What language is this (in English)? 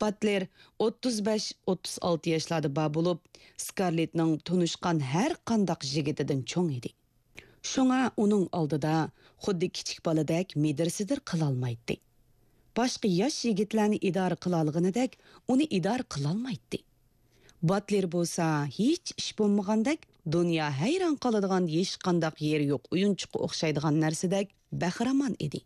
Uyghur